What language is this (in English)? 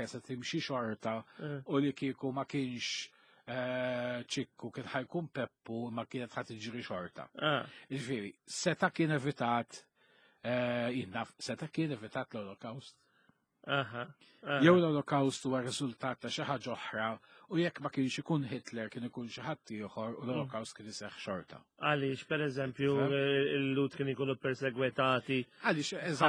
Maltese